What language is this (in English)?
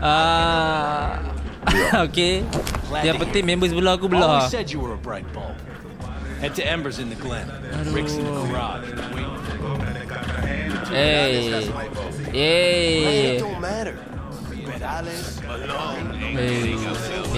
Malay